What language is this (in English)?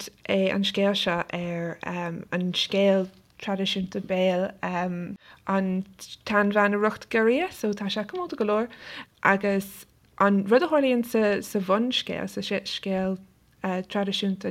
Irish